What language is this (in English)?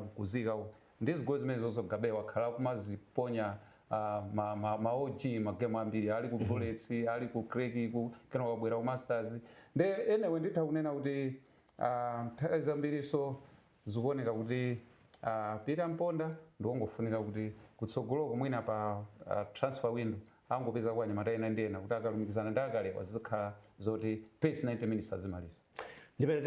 Nyanja